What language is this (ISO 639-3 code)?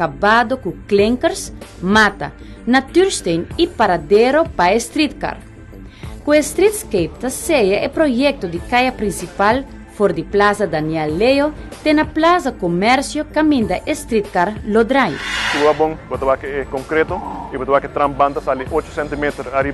pap